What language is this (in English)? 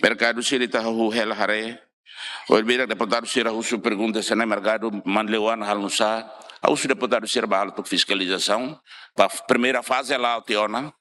Tetum